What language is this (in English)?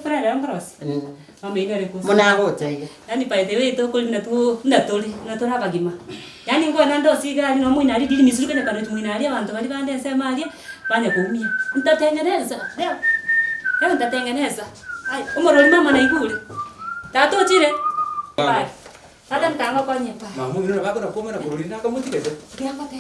Gusii